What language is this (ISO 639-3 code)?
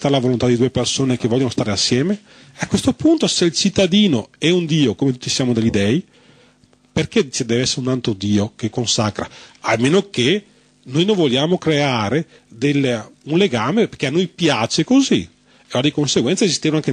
ita